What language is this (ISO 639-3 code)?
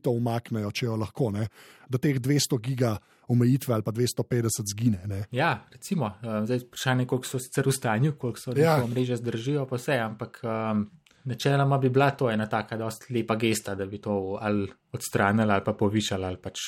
slv